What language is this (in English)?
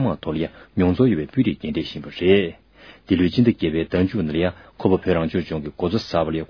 Tibetan